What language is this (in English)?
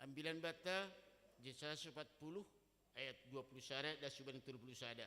Batak Simalungun